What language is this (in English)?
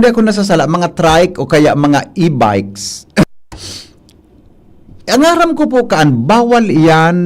Bikol